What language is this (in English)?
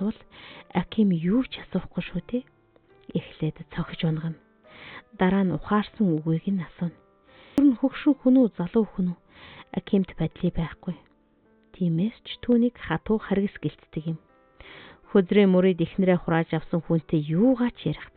Mongolian